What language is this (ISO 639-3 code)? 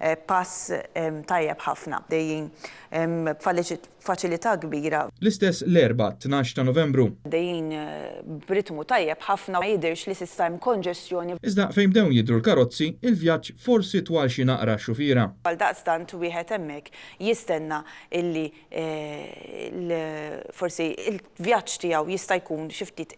mlt